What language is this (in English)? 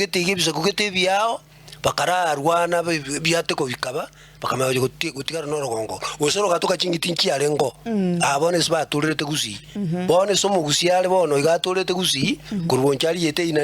Gusii